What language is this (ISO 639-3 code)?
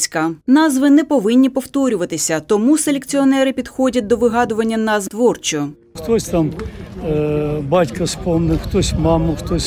ukr